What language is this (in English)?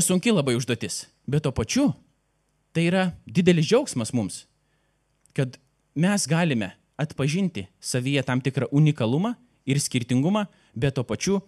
Lithuanian